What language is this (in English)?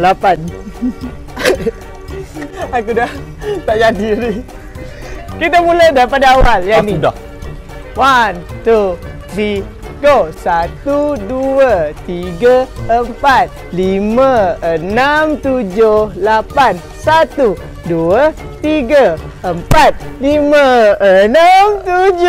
Malay